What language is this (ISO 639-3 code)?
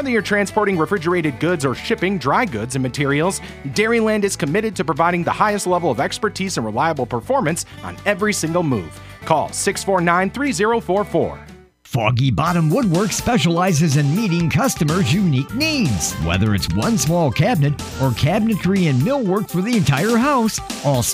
eng